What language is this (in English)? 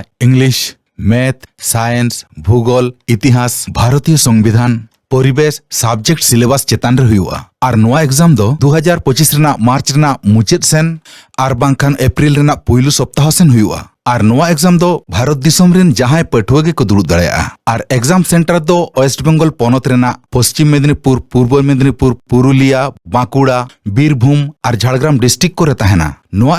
Santali